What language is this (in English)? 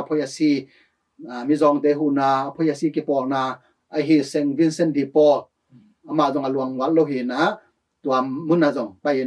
Tedim Chin